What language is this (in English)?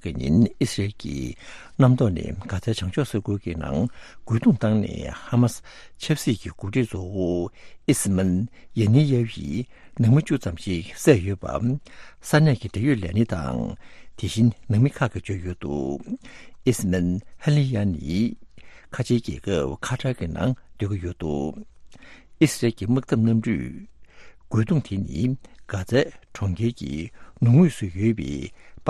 Tibetan